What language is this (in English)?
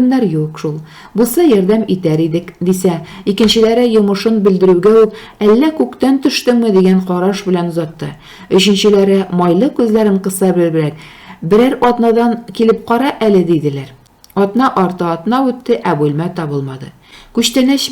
Tatar